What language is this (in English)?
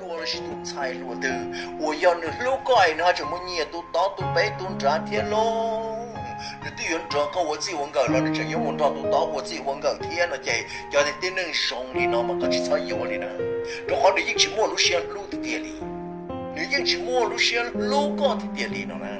Hmong